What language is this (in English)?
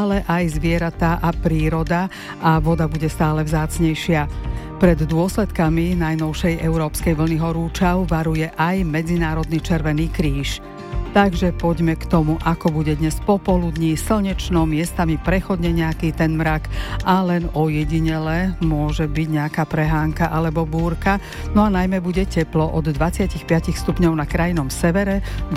Slovak